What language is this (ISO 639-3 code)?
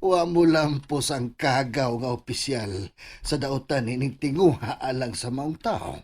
ceb